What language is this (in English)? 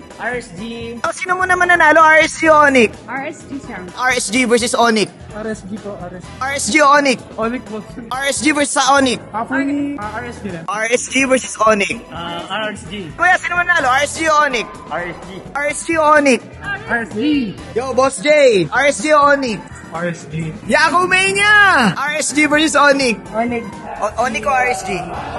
Filipino